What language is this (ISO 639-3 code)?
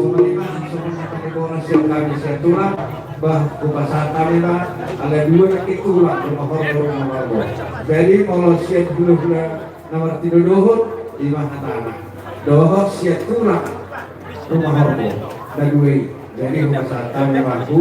bbc